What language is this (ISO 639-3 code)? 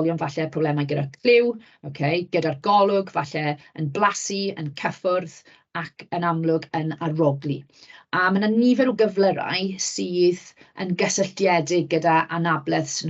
cym